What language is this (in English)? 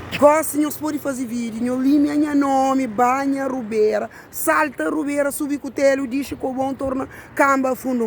Kabuverdianu